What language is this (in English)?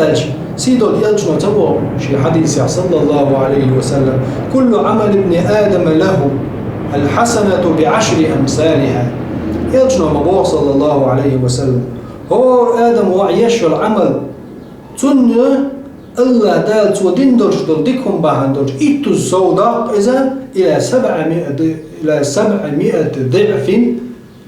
Chechen